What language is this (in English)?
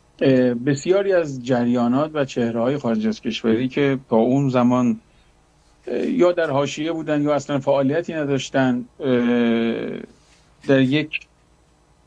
Persian